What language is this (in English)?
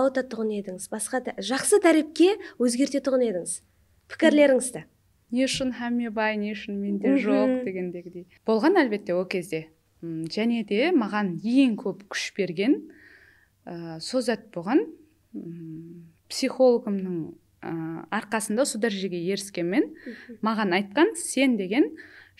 Kara-Kalpak